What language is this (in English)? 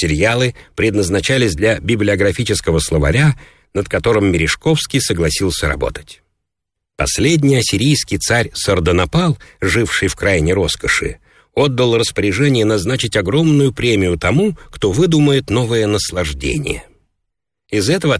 Russian